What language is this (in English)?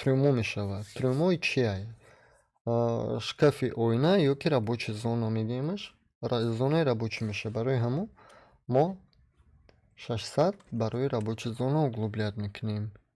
Tajik